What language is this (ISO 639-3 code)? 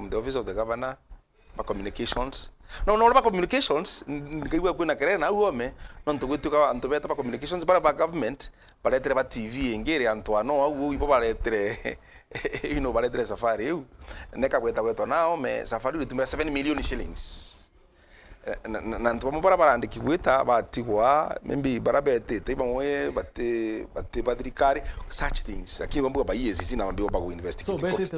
mer